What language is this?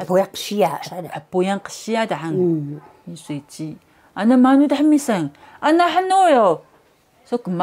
Taroko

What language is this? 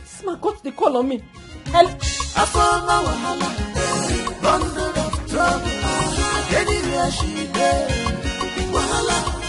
Nigerian Pidgin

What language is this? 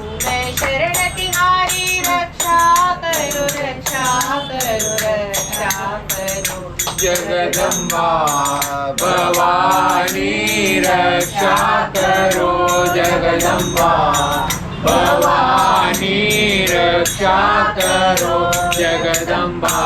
Konkani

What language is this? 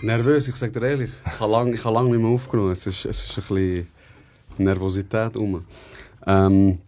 Swiss German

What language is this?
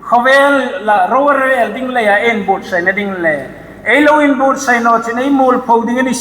Hmar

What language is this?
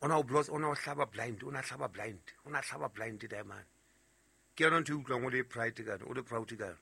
Southern Sotho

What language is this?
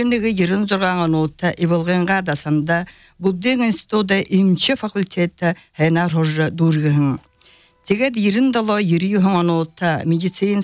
Belarusian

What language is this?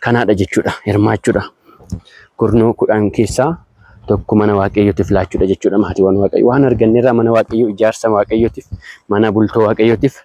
Oromo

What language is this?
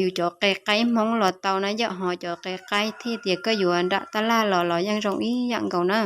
Hmong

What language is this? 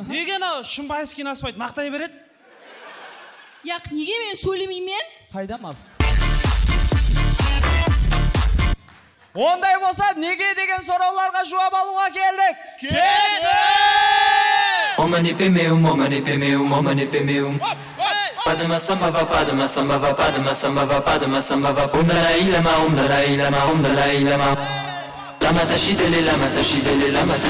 Kara-Kalpak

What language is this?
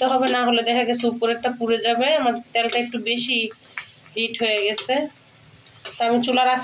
Bangla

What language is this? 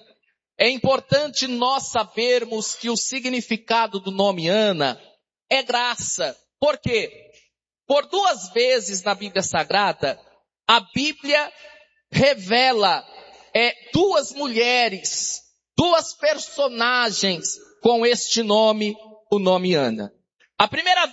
Portuguese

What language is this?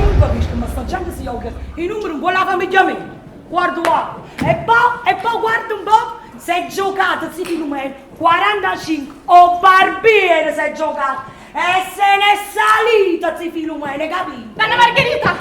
Neapolitan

